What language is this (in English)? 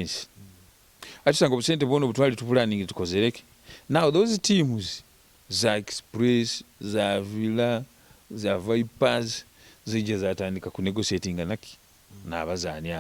Nyoro